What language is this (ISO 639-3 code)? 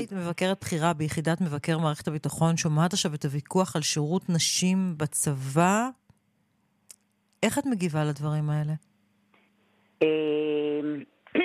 heb